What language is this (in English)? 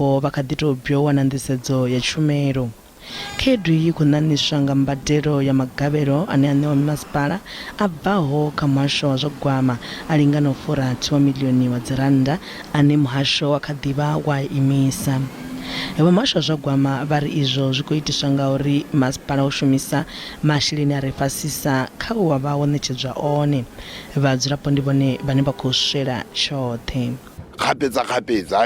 Venda